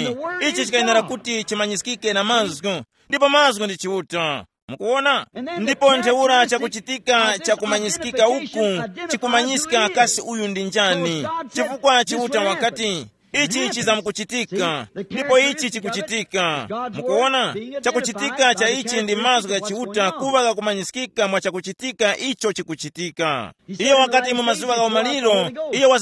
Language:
Tumbuka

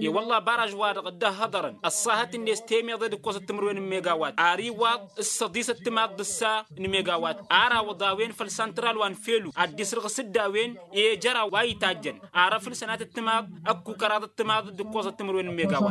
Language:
Tamasheq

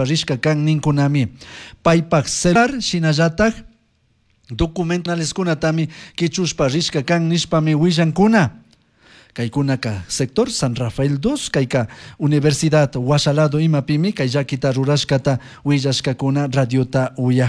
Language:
Chimborazo Highland Quichua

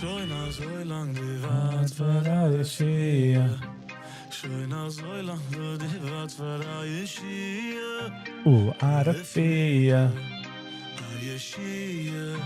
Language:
Yiddish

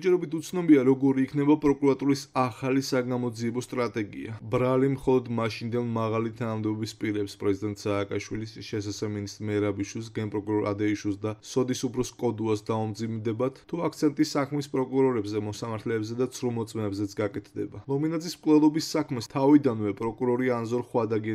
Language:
Georgian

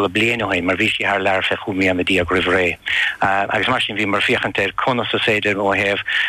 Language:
Irish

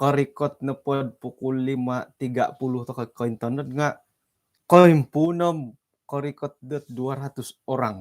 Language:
Central Dusun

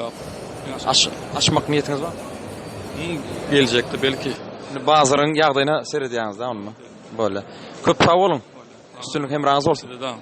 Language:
Turkmen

